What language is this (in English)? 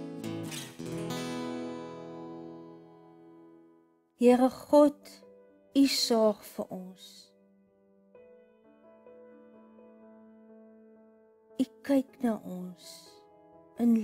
Afrikaans